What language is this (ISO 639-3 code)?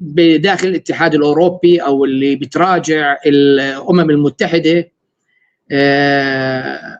apc